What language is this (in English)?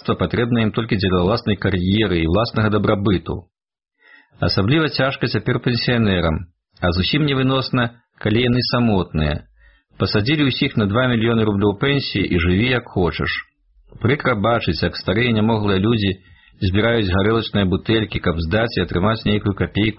Belarusian